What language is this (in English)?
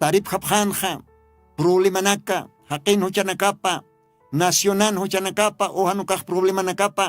Aymara